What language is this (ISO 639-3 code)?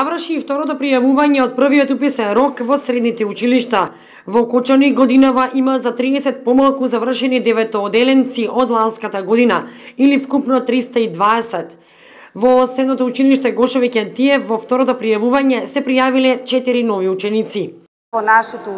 mkd